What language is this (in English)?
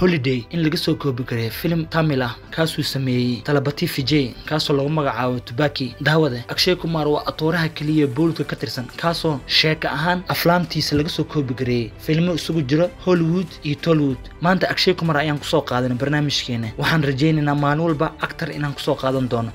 Somali